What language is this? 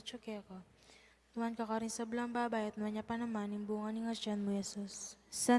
Pampanga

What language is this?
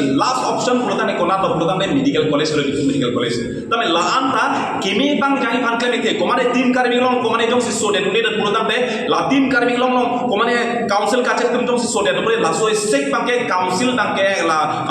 Karbi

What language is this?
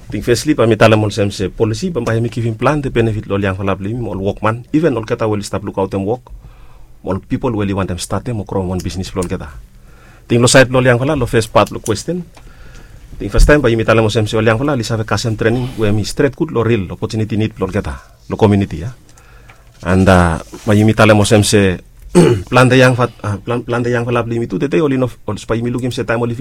Bislama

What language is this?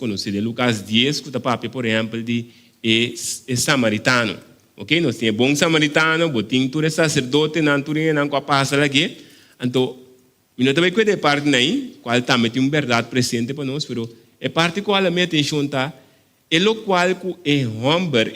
Papiamento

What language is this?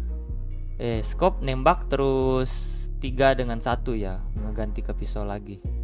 Indonesian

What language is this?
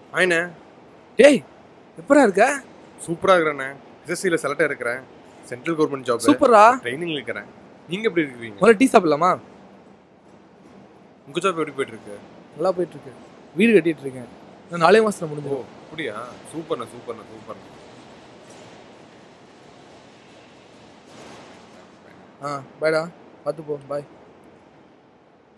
Tamil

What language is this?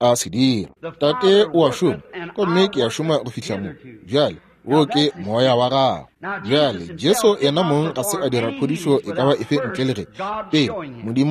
Northern Sotho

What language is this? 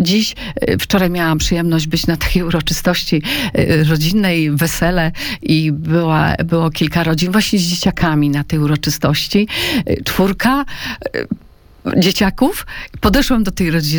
Polish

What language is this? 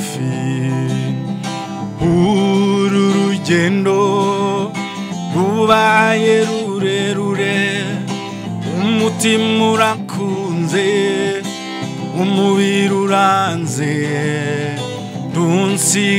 Kinyarwanda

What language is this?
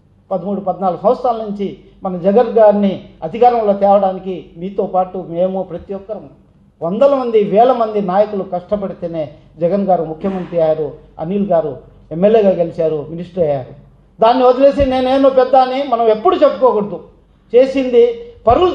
Telugu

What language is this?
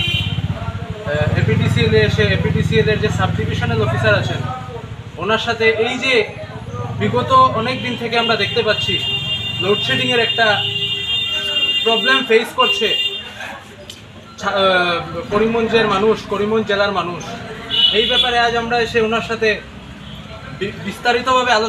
Bangla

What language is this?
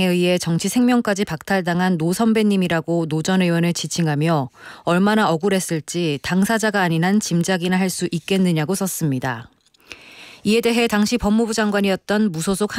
Korean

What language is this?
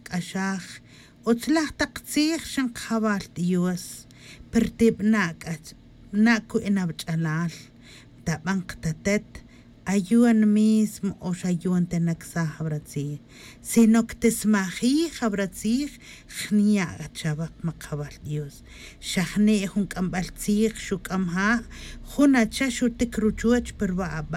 Tz'utujil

